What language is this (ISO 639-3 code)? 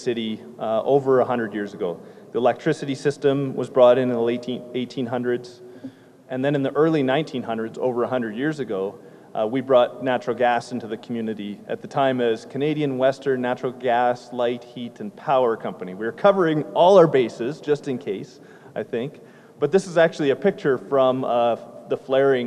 eng